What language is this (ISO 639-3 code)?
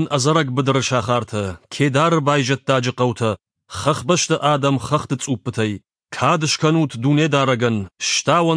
oss